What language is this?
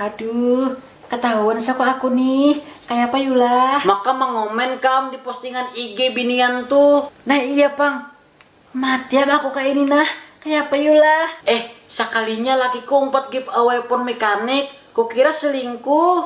Banjar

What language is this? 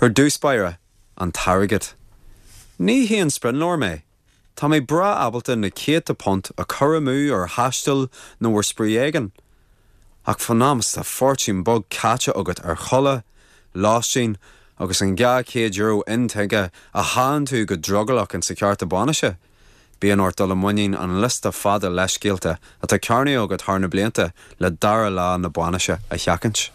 Irish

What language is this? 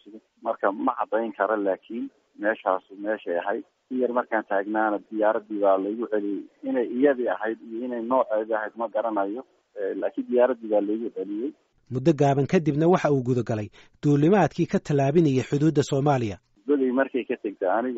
Somali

